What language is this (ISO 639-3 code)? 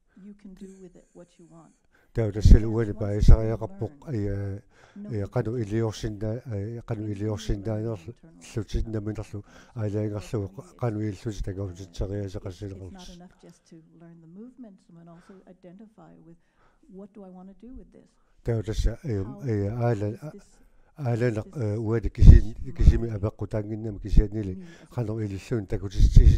kal